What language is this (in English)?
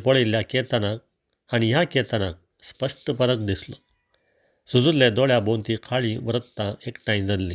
Konkani